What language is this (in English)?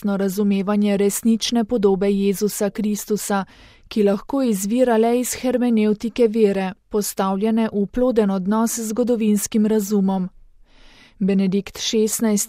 Slovenian